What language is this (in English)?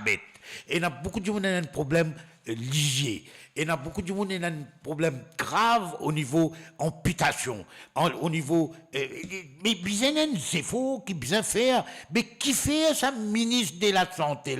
Morisyen